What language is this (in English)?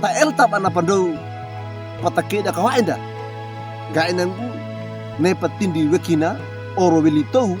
Wejewa